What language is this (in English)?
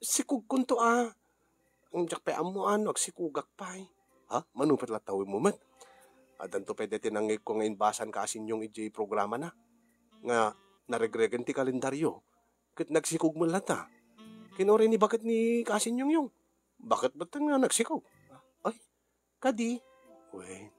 Iloko